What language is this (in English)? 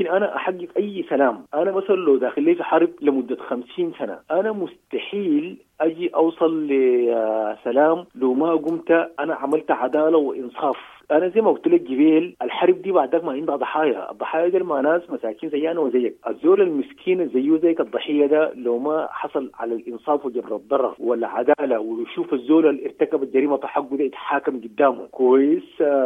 Sudanese Arabic